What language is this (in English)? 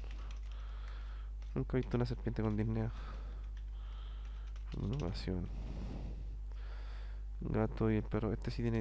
Spanish